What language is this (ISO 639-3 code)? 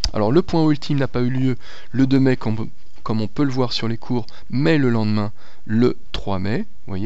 fra